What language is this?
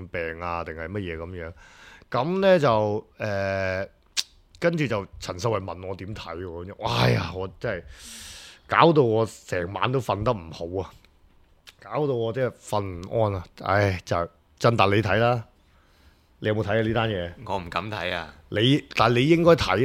Cantonese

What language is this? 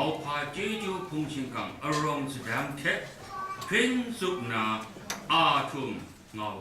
Kachin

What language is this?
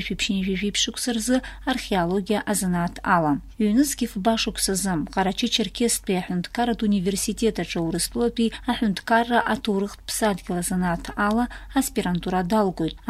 Abkhazian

